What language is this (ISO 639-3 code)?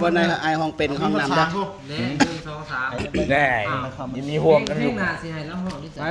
tts